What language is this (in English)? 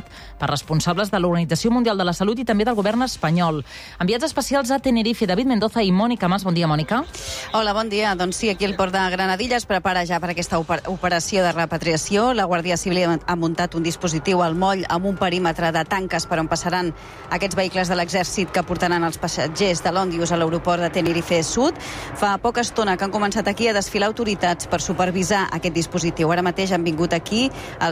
Catalan